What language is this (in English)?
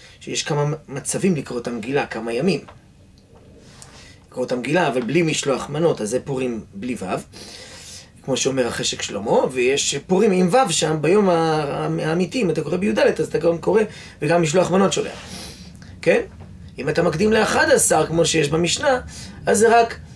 Hebrew